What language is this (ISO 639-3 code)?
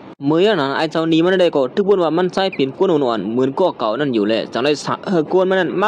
shn